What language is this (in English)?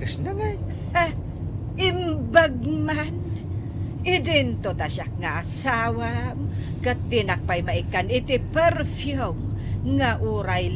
Iloko